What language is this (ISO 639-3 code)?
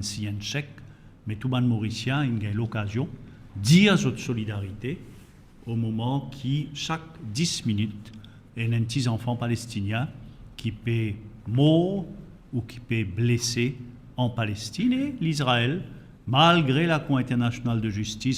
mfe